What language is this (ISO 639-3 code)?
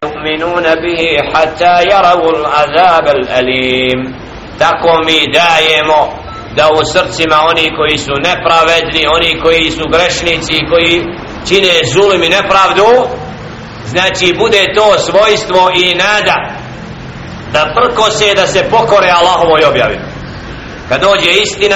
bos